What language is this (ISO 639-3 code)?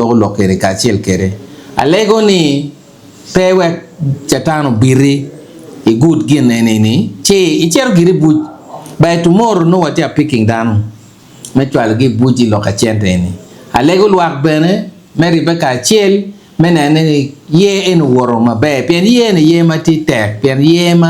ach